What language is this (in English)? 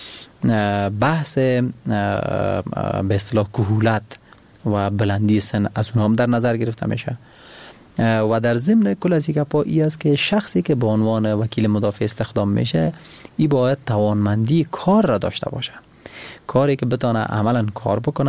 Persian